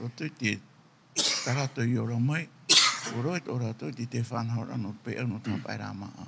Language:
Tahitian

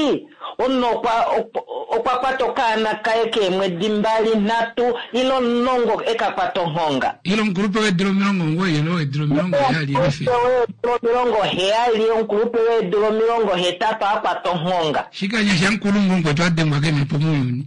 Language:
Kuanyama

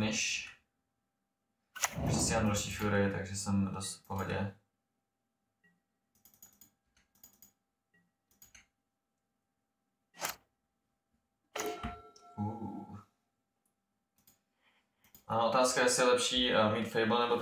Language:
Czech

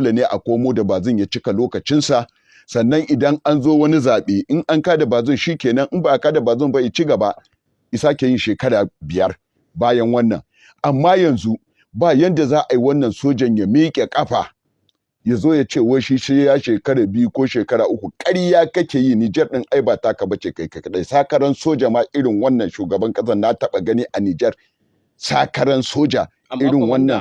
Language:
Hausa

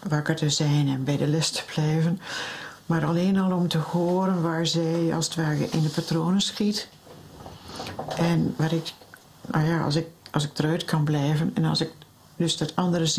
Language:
Dutch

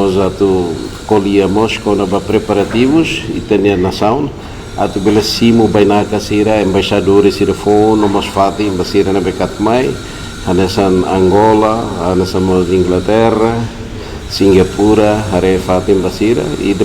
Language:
Tetum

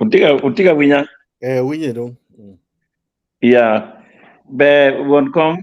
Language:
Acoli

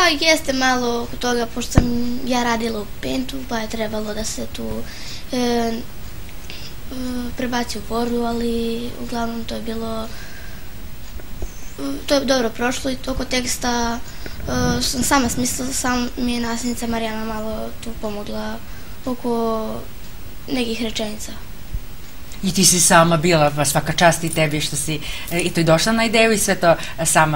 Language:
Serbian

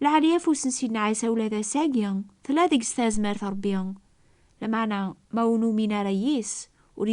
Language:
Kabyle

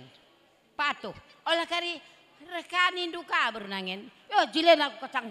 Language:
Batak Karo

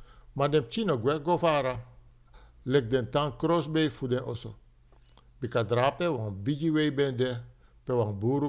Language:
Sranan Tongo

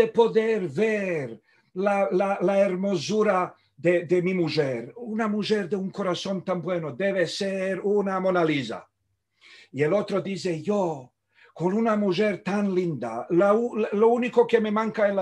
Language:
Ladino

